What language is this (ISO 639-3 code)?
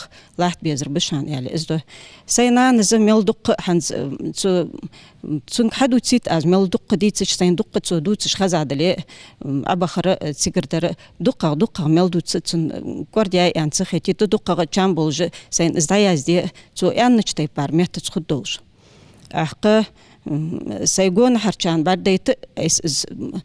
inh